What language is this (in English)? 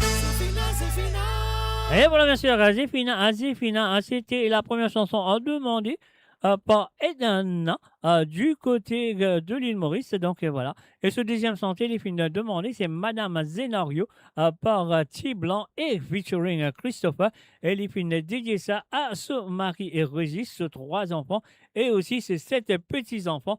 Morisyen